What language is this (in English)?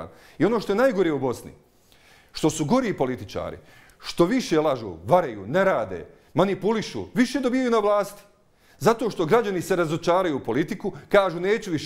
Bosnian